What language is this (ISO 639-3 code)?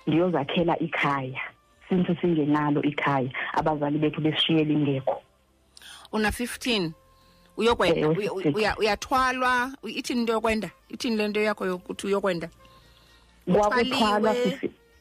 xho